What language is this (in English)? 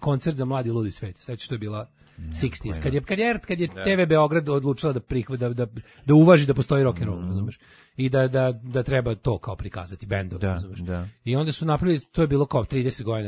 Serbian